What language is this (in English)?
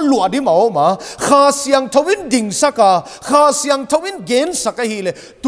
Paite Chin